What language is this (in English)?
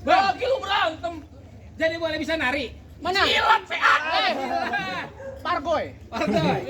Betawi